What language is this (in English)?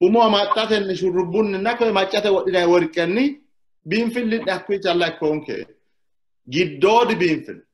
Sidamo